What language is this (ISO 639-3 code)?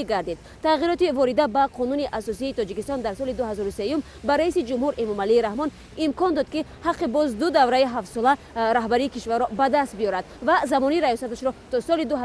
tgk